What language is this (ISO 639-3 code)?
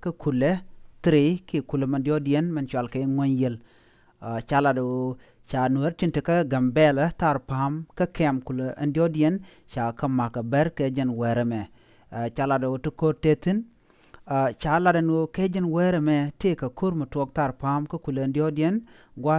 nus